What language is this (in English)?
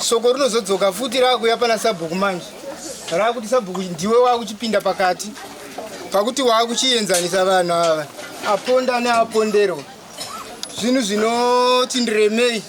Shona